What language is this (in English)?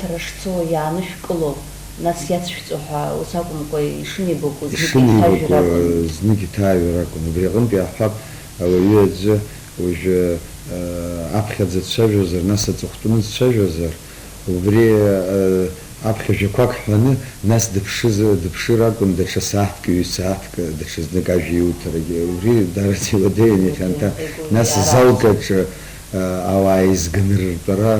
Abkhazian